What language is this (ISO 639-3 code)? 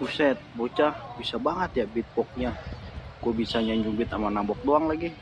bew